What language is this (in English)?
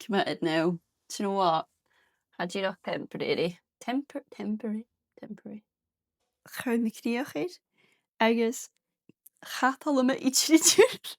Scottish Gaelic